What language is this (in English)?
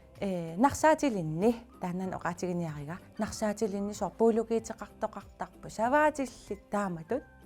Kalaallisut